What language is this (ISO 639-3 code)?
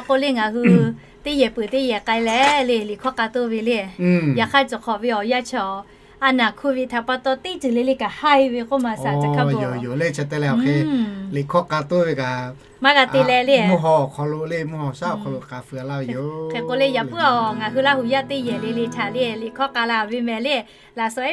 lhu